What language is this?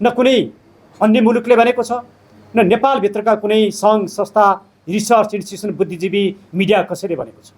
Nepali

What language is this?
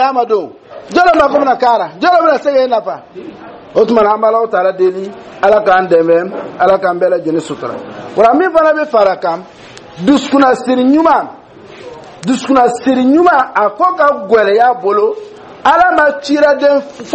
Dyula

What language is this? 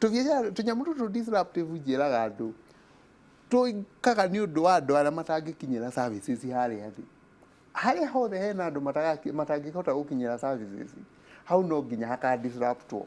Kikuyu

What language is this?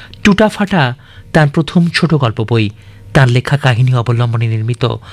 Bangla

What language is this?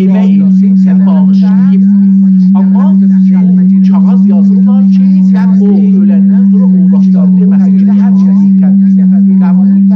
South Azerbaijani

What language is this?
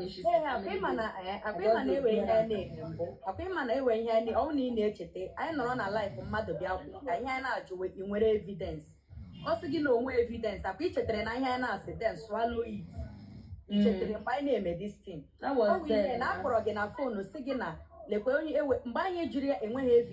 Igbo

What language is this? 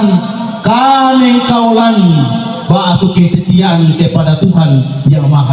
Toraja-Sa'dan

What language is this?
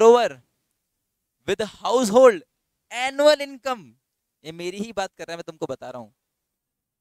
Hindi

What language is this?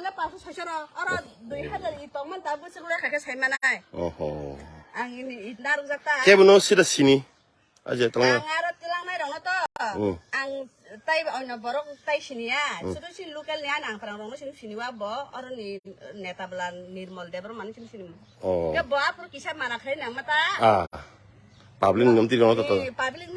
Kok Borok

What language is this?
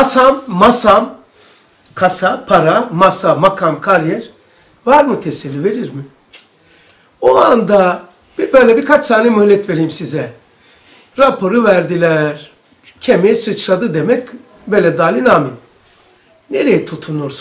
Turkish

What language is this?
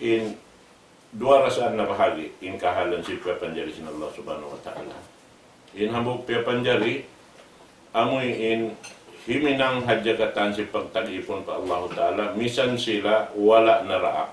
Tausug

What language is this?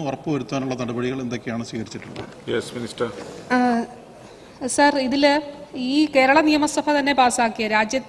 Malayalam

